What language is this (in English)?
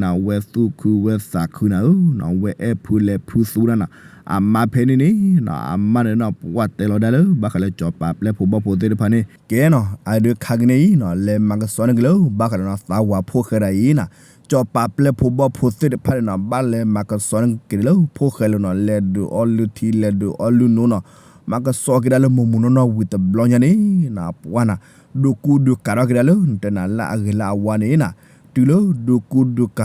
S'gaw Karen